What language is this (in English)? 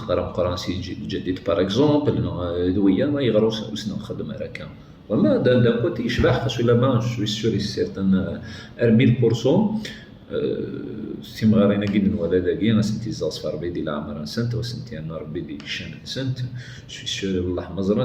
Kabyle